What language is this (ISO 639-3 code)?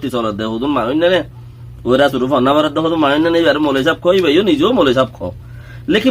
rhg